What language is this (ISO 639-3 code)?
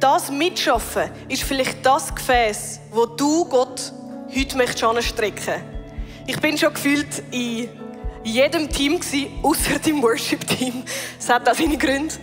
gsw